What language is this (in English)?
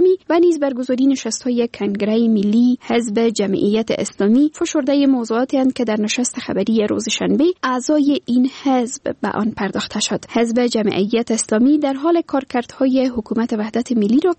Persian